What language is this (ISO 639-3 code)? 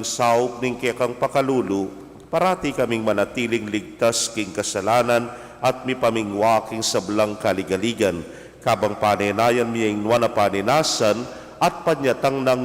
pam